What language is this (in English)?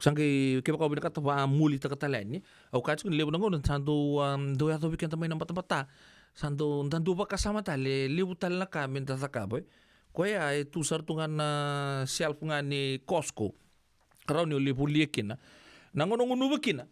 Fijian